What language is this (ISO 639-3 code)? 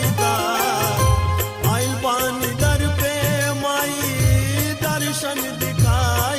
bho